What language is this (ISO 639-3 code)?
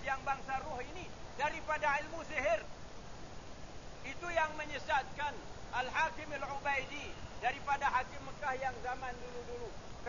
msa